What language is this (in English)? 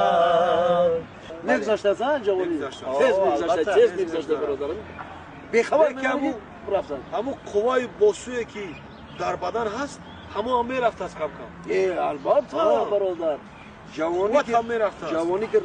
Tajik